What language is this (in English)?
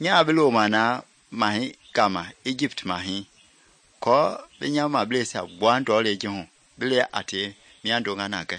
Mende